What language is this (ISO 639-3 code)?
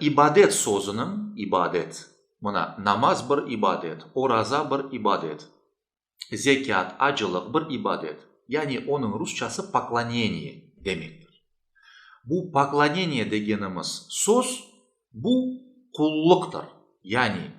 crh